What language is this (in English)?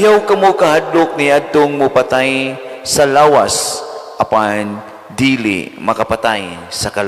Cebuano